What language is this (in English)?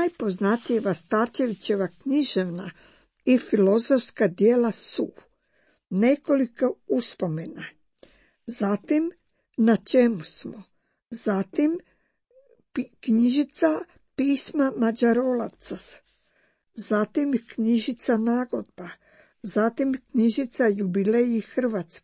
Croatian